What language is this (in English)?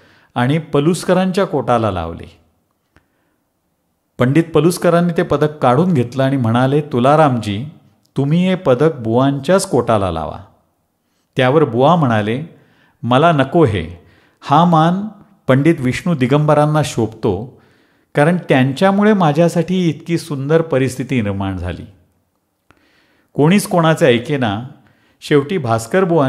Marathi